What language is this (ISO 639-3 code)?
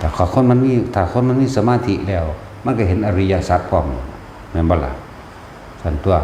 tts